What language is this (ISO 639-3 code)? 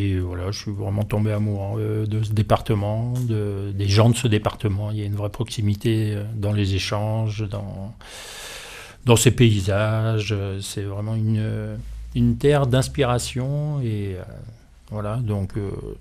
fra